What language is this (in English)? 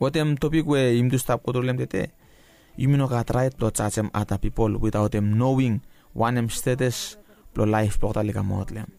Bislama